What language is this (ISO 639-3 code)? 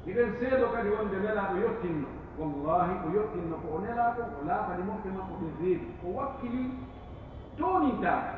fuf